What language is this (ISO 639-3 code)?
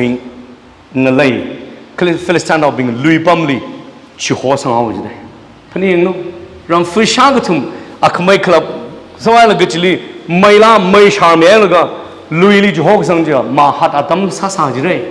nmf